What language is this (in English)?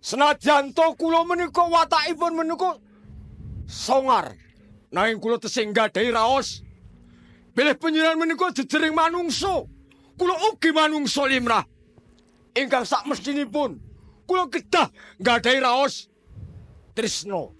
Javanese